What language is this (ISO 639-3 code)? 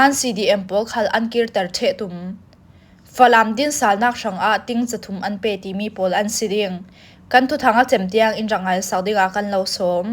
cfm